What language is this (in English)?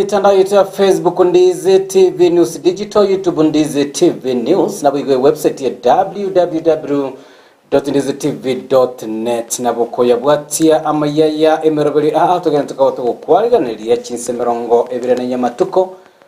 Gusii